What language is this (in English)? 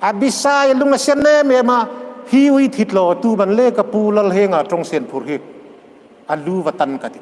Hmar